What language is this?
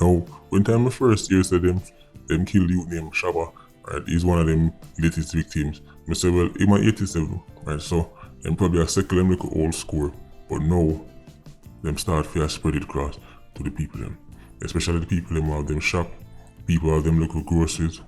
Jamaican Creole English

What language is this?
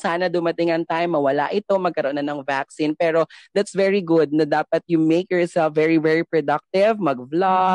Filipino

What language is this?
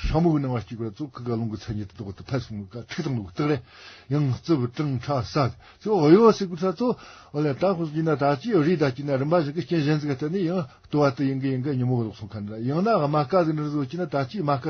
Tibetan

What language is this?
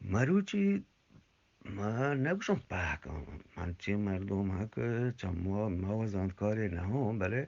Eastern Balochi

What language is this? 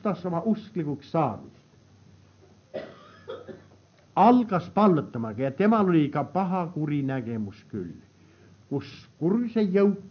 Estonian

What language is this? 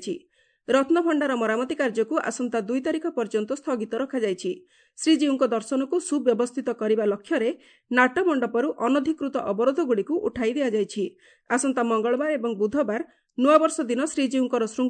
Odia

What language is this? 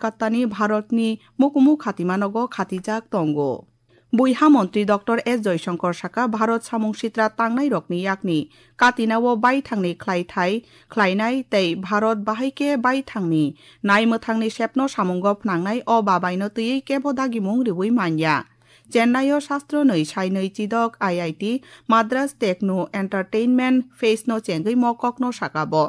Kok Borok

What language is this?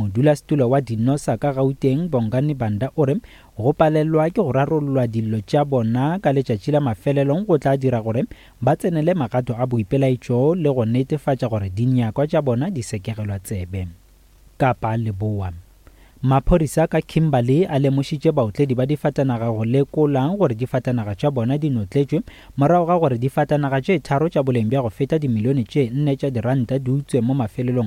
Northern Sotho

